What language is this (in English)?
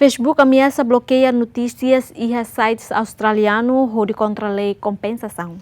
Tetum